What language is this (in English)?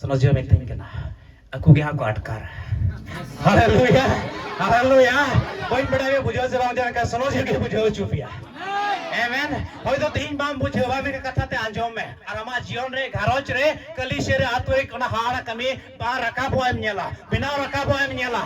Santali